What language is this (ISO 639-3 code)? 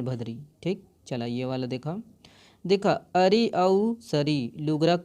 hne